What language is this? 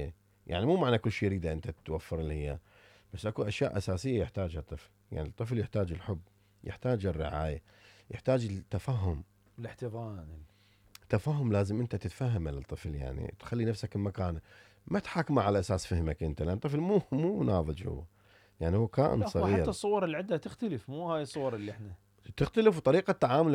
Mesopotamian Arabic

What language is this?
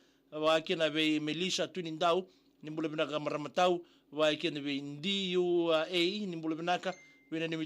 Fijian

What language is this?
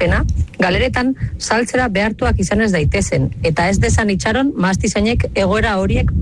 Basque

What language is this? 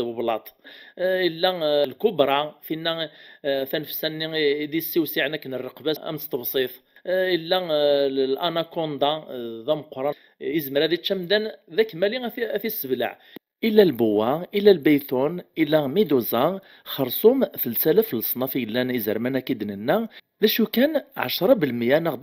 Kabyle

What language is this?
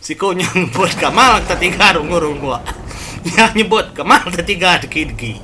Iban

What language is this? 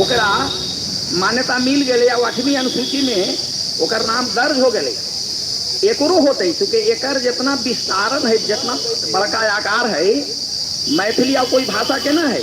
Magahi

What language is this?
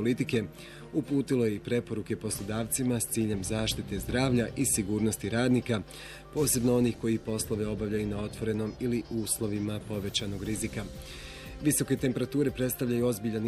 Bosnian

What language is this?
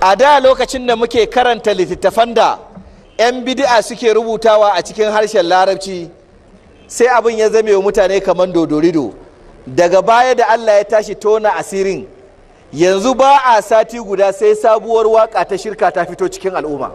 Hausa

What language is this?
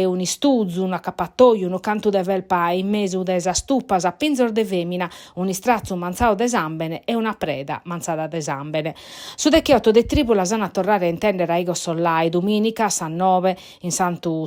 Sardinian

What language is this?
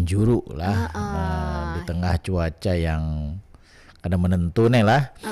Banjar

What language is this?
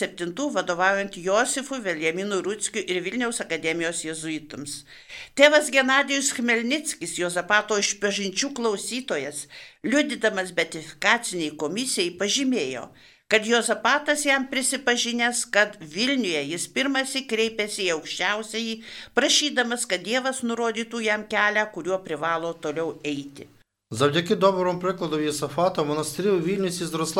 Lithuanian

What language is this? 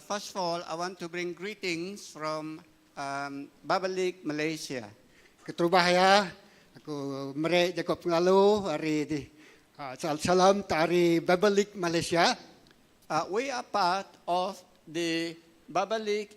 Iban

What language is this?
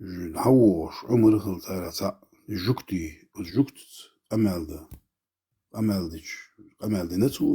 Chechen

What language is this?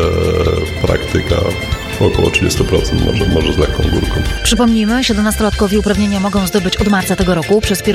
Polish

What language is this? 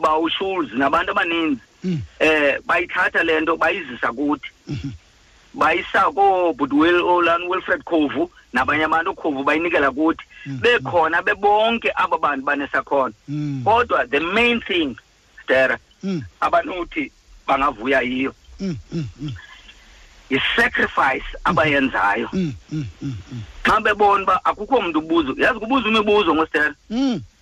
Xhosa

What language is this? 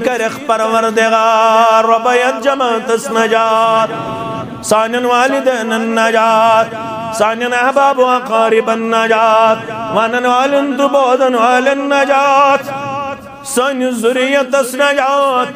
Kashmiri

